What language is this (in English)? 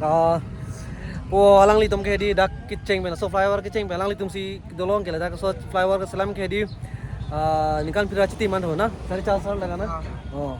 Karbi